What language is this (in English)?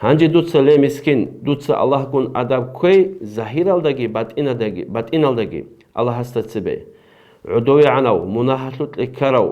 Avaric